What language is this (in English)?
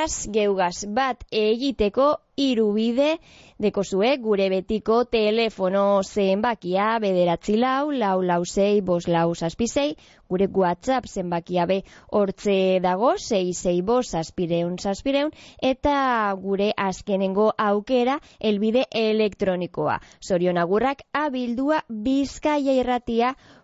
Basque